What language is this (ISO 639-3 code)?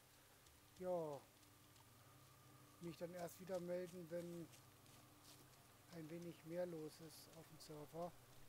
deu